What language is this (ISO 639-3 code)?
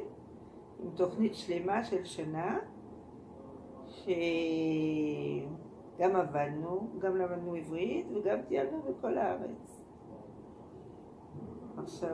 heb